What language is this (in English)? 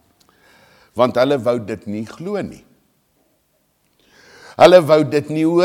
Afrikaans